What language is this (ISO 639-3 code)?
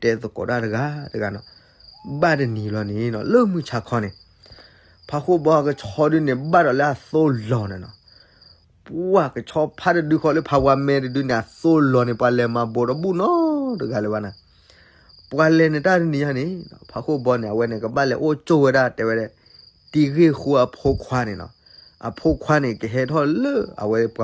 ksw